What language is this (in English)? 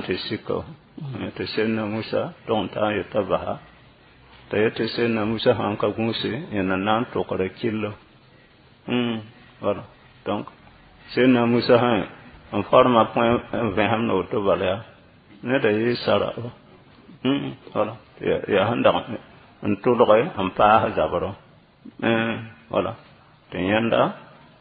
Mossi